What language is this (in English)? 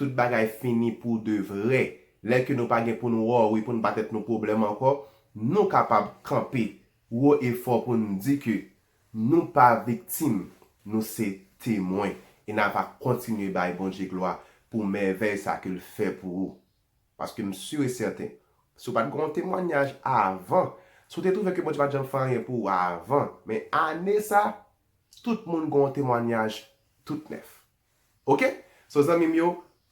Haitian Creole